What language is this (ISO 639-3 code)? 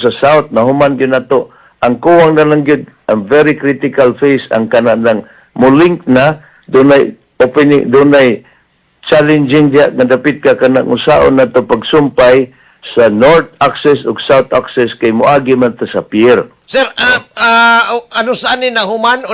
ceb